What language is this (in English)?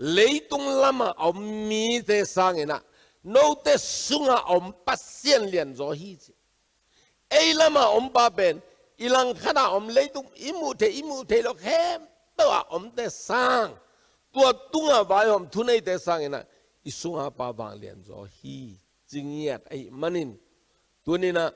Tedim Chin